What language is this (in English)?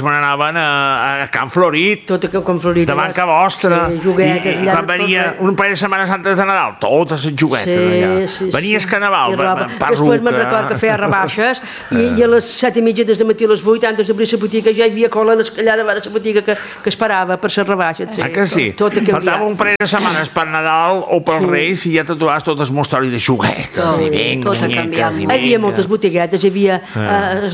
Catalan